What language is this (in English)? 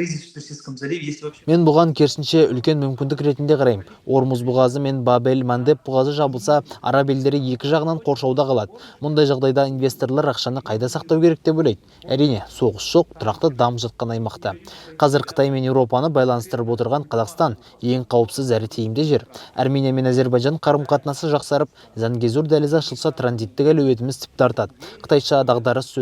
Kazakh